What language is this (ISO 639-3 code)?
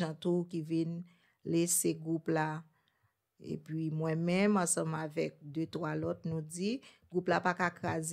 hat